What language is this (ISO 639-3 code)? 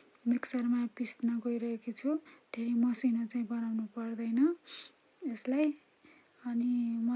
nep